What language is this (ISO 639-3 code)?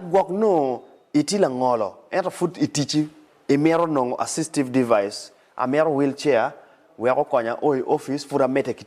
ach